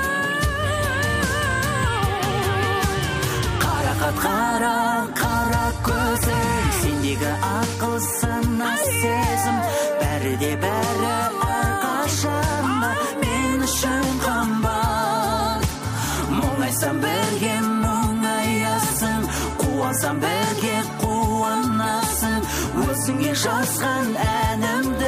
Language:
Kazakh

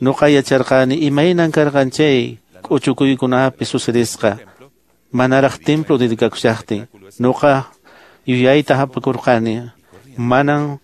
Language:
Quechua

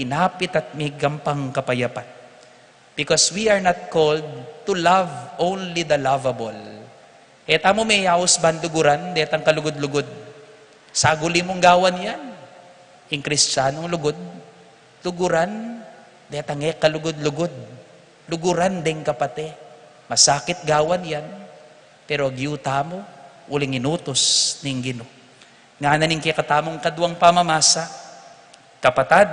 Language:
Pampanga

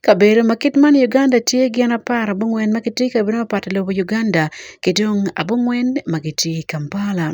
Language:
Acoli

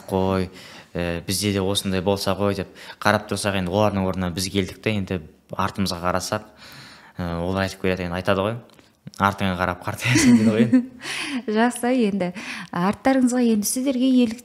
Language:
Kazakh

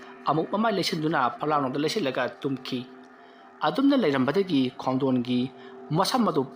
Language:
Manipuri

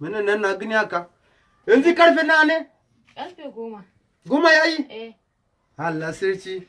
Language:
Hausa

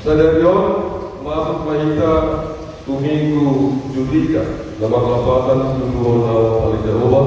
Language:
Batak Toba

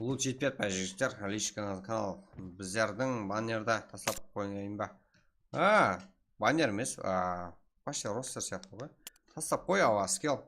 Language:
Kara-Kalpak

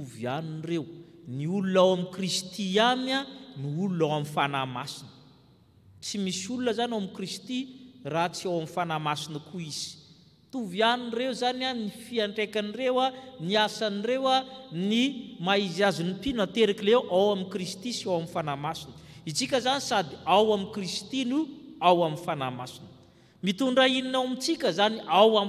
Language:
Malagasy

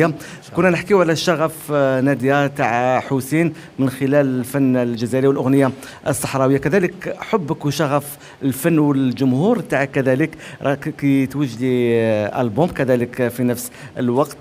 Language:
Algerian Arabic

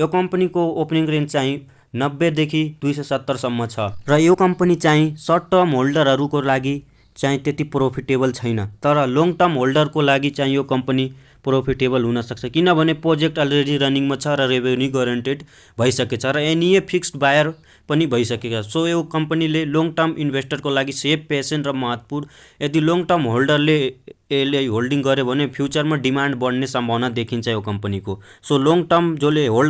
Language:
Nepali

